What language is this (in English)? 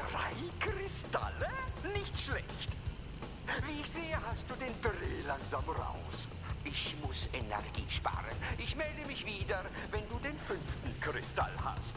Luxembourgish